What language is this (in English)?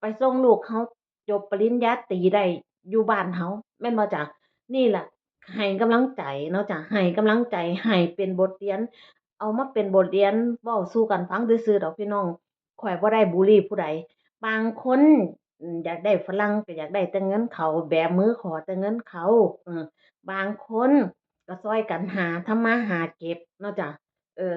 Northeastern Thai